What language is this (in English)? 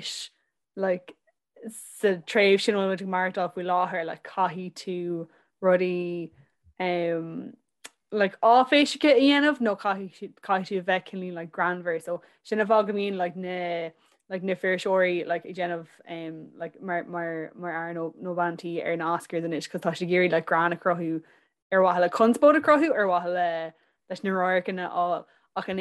Irish